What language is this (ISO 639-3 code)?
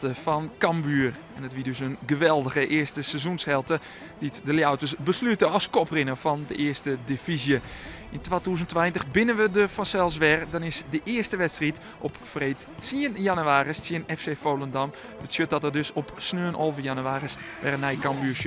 fry